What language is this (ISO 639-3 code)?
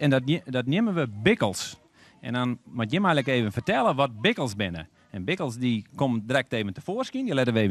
fry